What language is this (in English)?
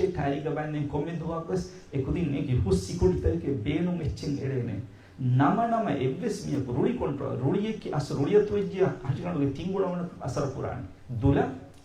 Divehi